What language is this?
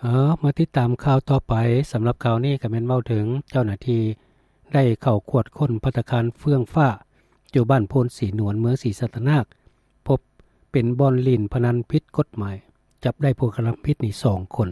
Lao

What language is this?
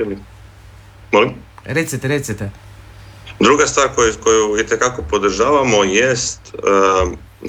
Croatian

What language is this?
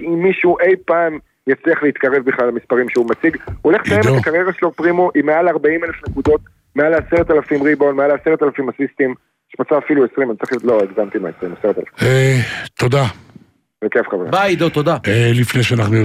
Hebrew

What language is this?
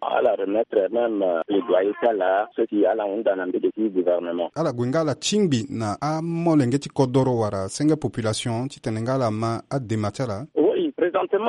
Sango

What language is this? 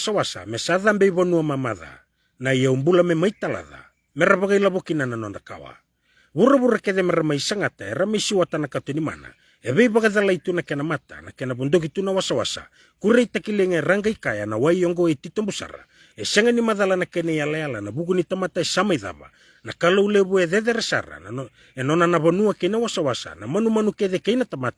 Fijian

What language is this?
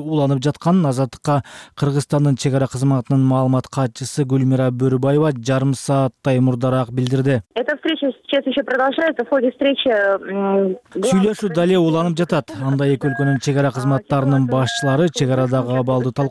Kyrgyz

